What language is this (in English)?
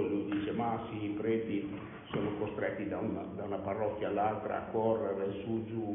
Italian